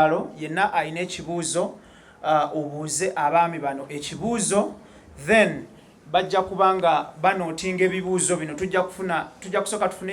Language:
Ganda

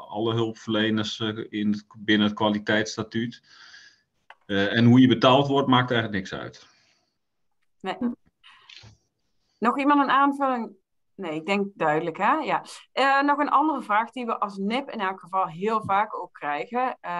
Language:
Dutch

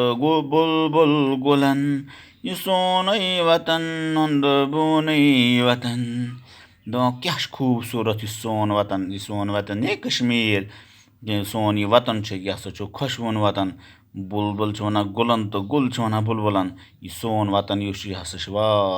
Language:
Kashmiri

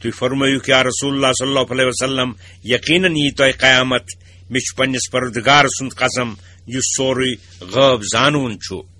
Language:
Kashmiri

